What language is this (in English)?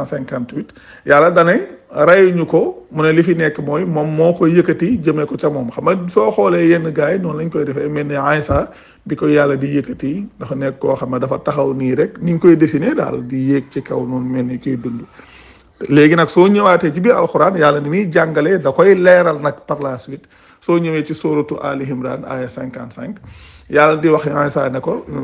Wolof